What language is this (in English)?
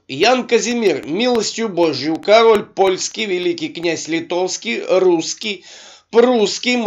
Russian